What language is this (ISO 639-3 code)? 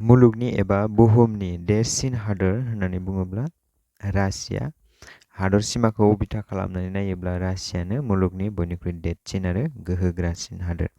brx